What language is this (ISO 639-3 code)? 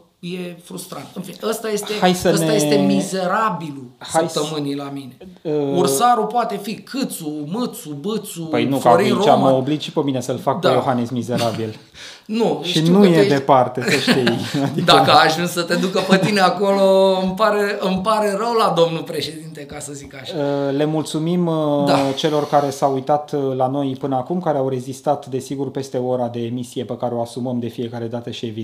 ron